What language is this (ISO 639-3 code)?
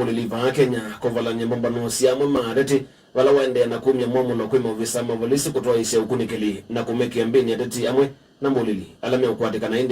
kam